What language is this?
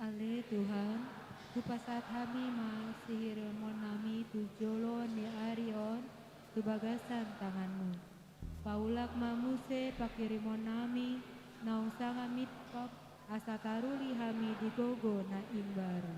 Batak Toba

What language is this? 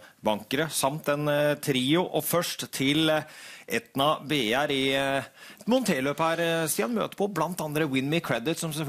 Norwegian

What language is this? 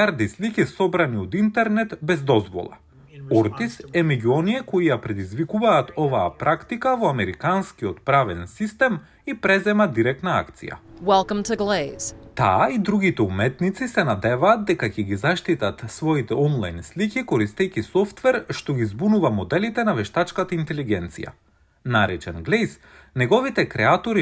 Macedonian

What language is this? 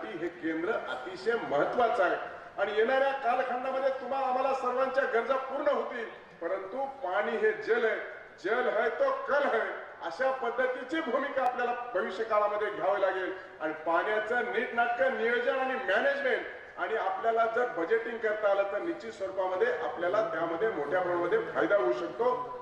Marathi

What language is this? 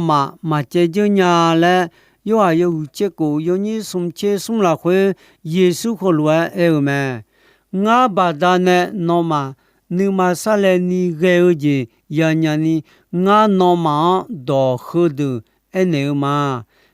Akha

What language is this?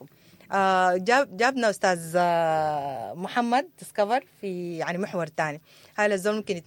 Sudanese Arabic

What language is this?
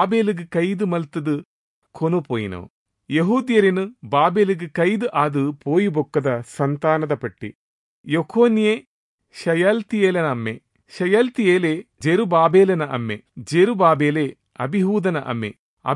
Tulu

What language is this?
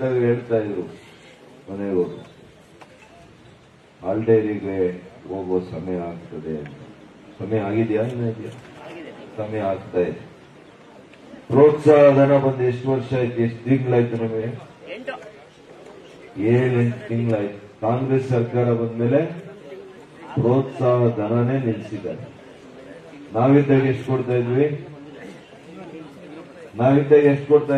Kannada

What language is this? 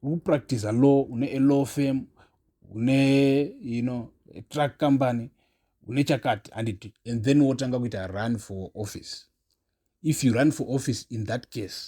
Shona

